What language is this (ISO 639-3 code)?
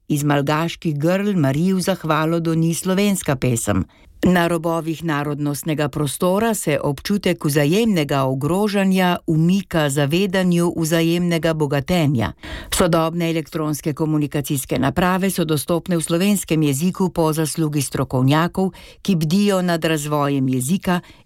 slv